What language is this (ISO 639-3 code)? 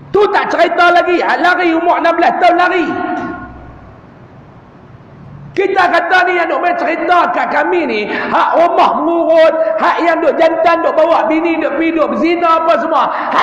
msa